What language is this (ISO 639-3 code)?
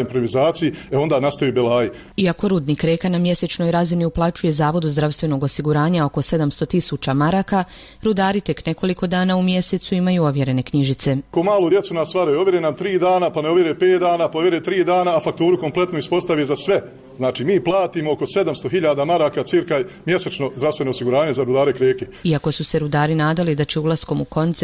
bos